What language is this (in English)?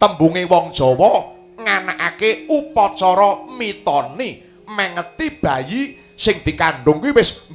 Javanese